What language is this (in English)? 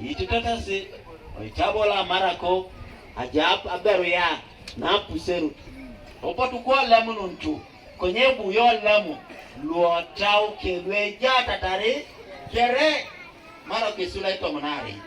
Teso